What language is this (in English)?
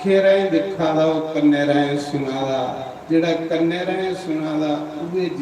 Dogri